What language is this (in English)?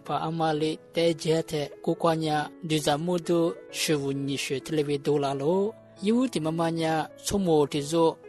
Lisu